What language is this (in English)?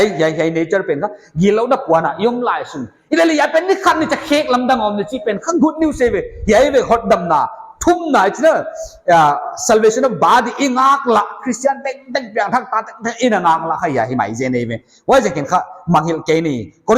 Paite Chin